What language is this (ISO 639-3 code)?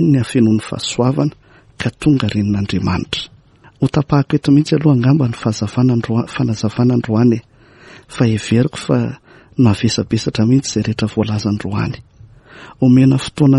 mlg